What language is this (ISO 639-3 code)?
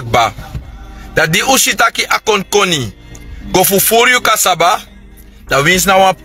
srn